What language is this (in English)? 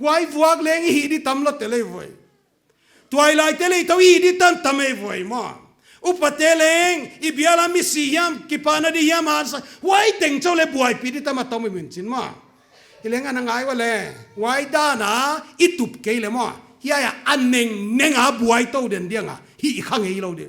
Paite Chin